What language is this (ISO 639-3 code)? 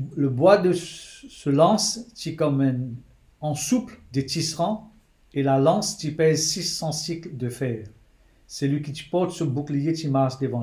mfe